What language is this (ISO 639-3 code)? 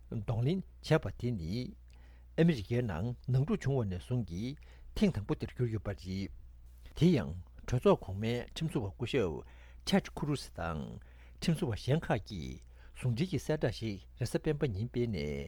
bod